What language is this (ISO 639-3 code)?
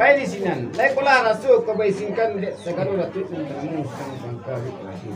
min